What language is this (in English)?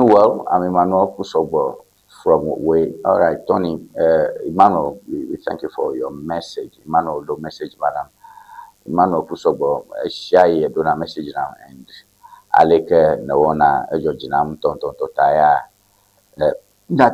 Ewe